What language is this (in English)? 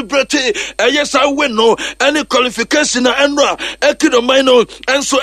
Akan